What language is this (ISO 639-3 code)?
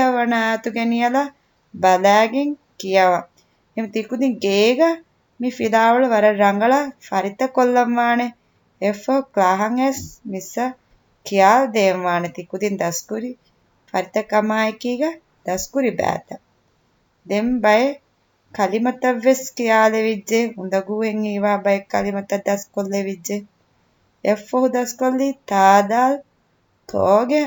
div